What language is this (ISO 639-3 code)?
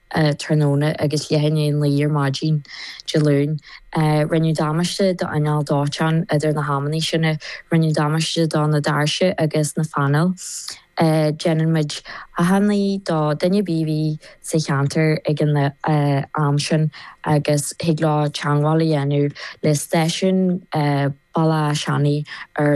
gle